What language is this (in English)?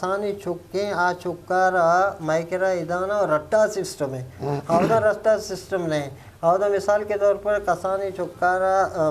Eastern Balochi